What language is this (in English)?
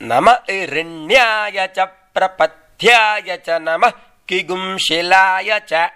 Sanskrit